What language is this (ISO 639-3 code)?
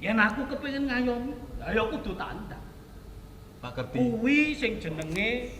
jav